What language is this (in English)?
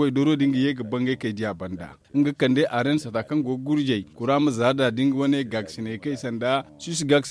Zarma